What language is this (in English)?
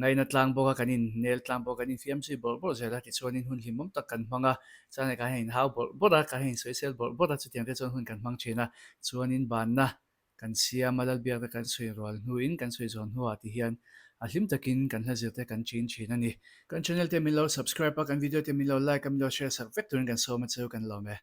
Mizo